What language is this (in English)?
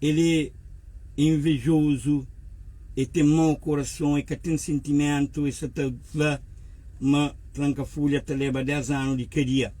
Kabuverdianu